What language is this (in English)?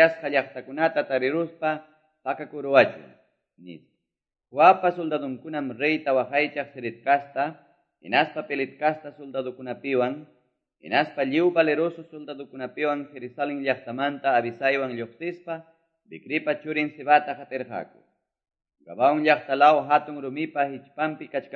Quechua